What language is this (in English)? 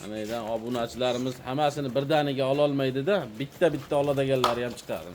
Uzbek